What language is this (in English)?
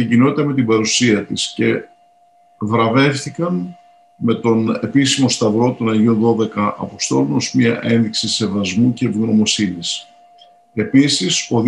Greek